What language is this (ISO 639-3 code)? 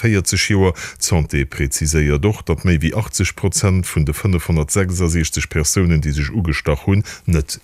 ltz